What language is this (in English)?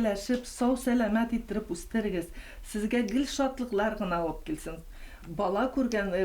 Bashkir